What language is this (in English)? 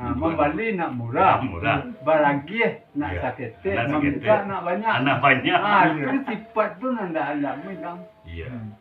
Minangkabau